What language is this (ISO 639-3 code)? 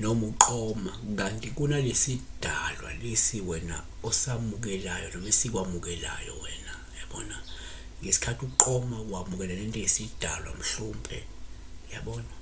zul